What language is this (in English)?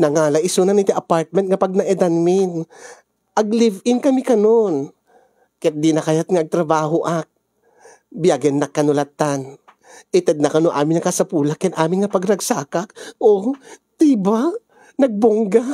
Iloko